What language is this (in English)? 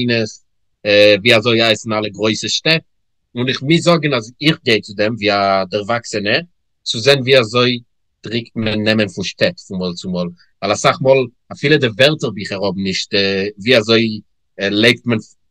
Yiddish